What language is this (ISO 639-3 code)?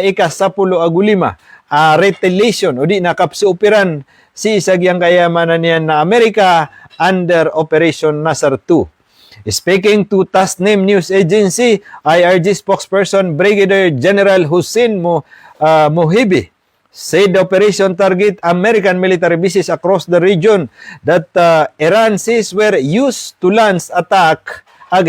mrw